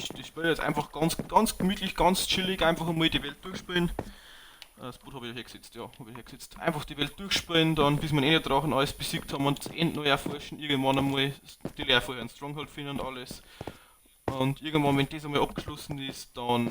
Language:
Bavarian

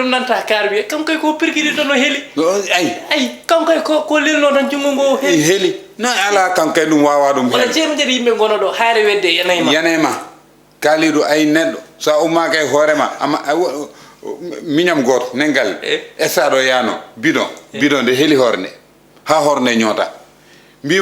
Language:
Fula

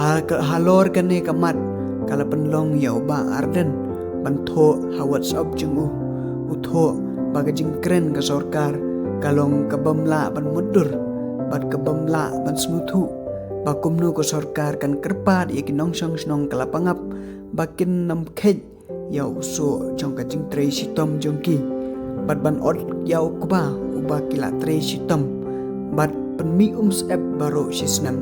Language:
Khasi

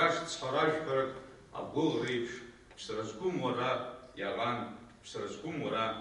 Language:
Abkhazian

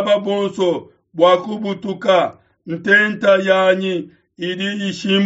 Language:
Luba-Lulua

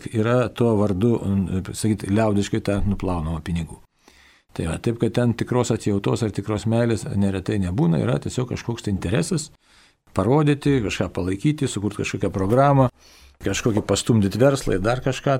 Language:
Lithuanian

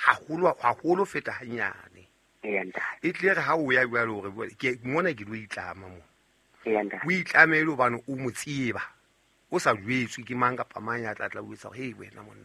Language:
Southern Sotho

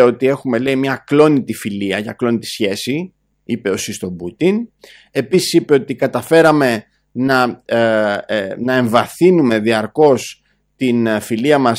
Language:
Greek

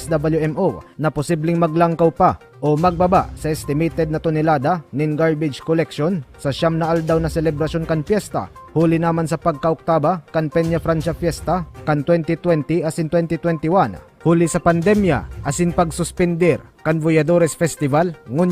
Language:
Bikol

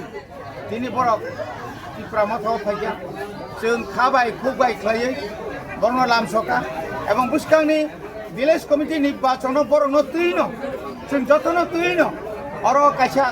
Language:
Kok Borok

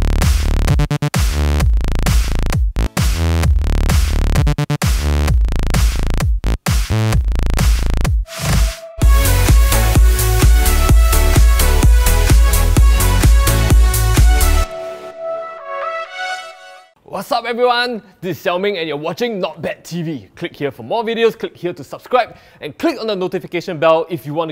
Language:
English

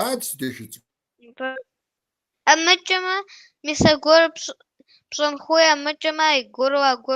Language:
Kabardian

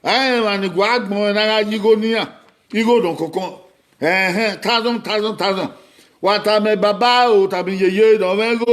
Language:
Bini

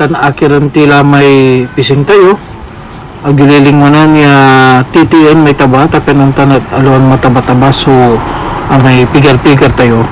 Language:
Pangasinan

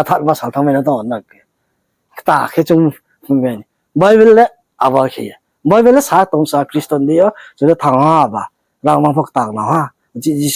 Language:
Riang (India)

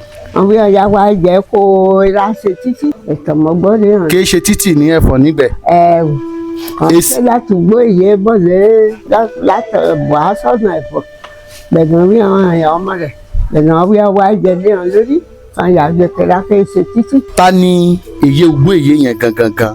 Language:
Yoruba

